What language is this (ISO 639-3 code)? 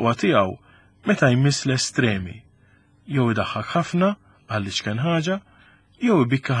mlt